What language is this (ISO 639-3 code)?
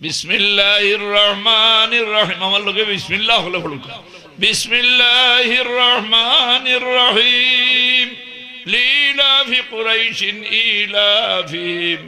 syl